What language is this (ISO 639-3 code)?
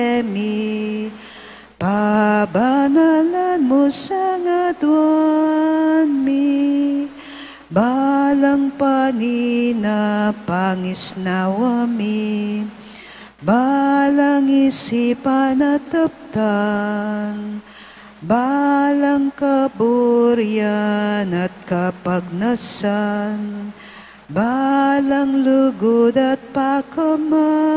pam